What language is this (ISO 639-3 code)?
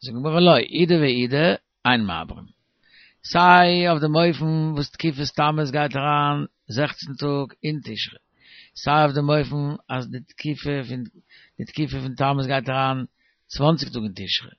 yid